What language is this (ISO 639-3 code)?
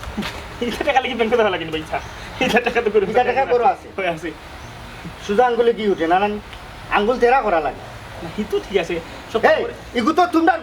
syl